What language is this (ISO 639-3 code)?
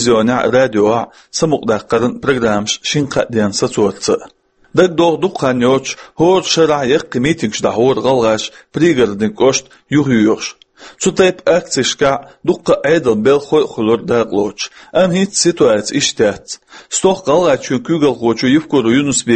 che